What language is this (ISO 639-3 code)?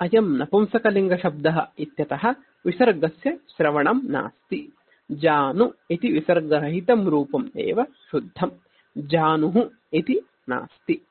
san